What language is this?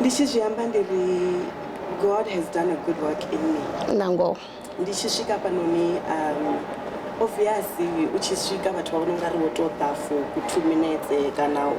Venda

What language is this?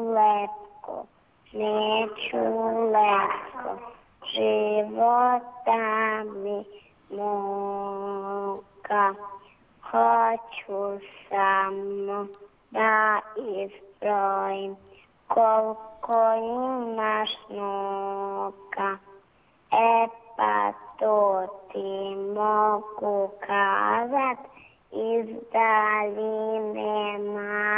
Croatian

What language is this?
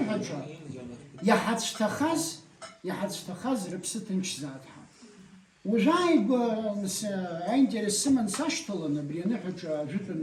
Abkhazian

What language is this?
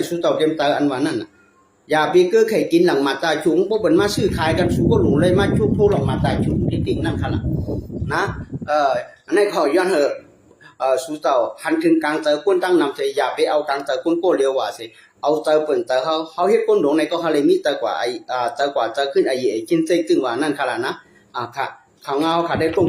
Shan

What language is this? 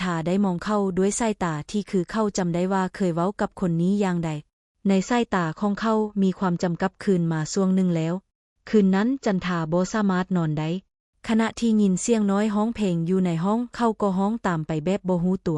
Lao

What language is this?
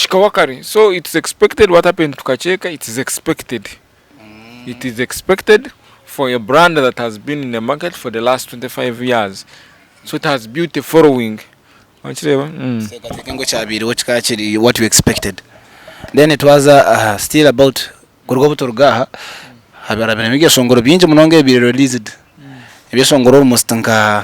Nyankole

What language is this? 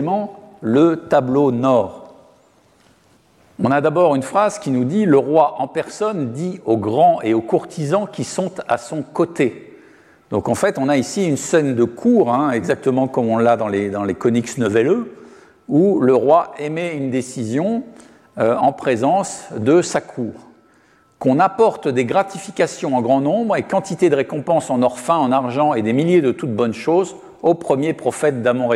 French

